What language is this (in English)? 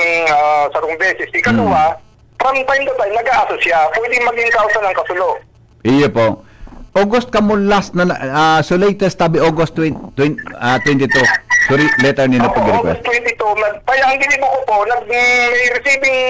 Bikol